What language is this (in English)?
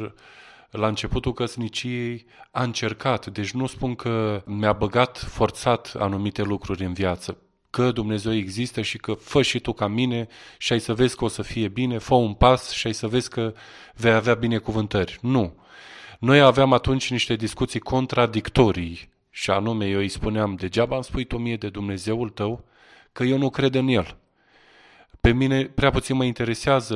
Romanian